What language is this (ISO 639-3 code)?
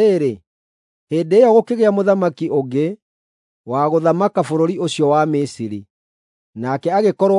kik